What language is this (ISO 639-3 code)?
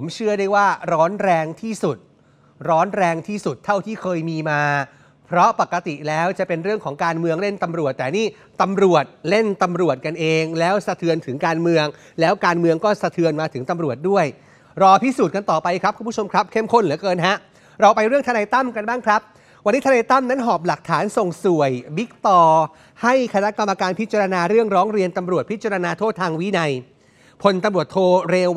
tha